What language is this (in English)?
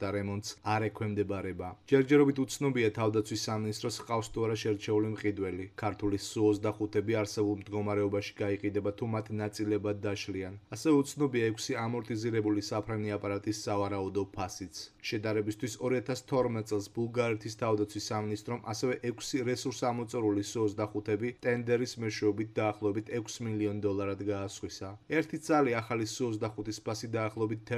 Georgian